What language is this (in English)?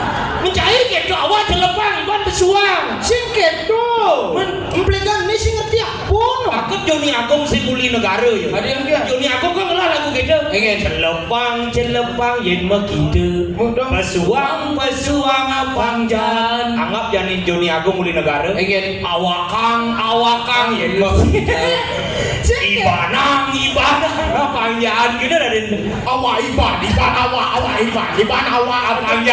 Balinese